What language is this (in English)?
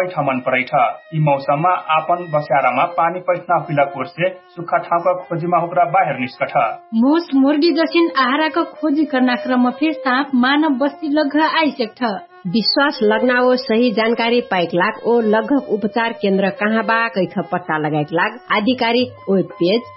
Dangaura Tharu